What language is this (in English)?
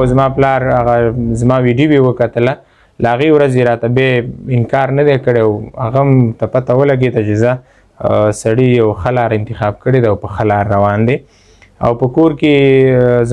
Pashto